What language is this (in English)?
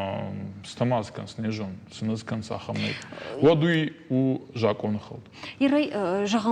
Ossetic